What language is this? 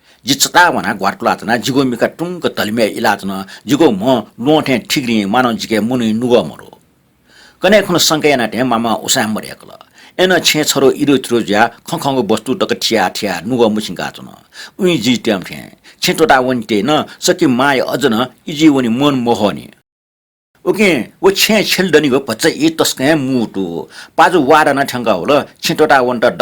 Newari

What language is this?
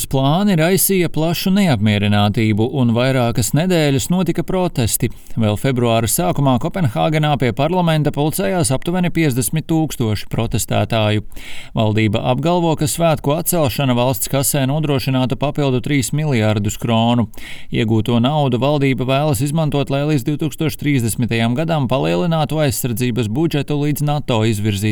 Latvian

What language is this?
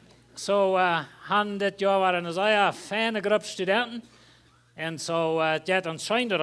Plautdietsch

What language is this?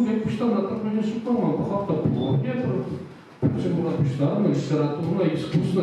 Chuvash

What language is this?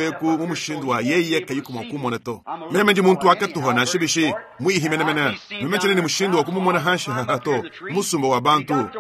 Luba-Lulua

